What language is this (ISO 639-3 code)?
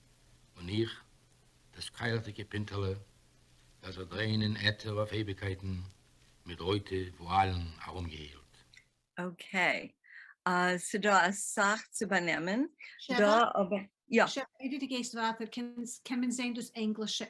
yid